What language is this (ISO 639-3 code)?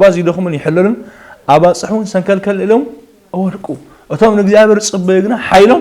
tir